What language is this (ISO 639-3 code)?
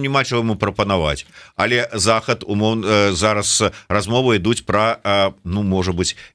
bel